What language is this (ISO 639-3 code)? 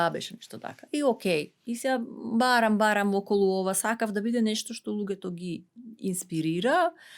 mkd